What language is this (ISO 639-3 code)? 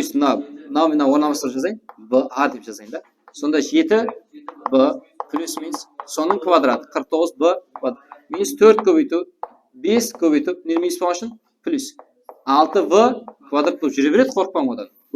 kaa